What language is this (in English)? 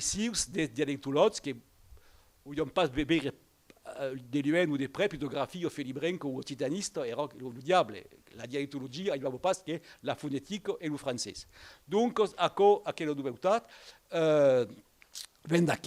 Occitan